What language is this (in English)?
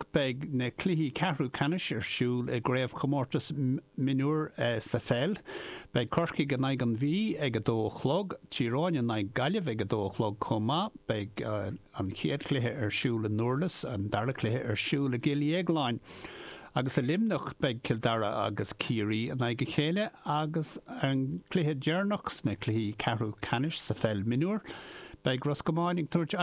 Irish